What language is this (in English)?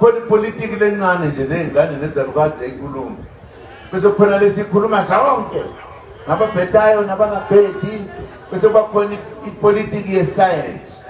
Zulu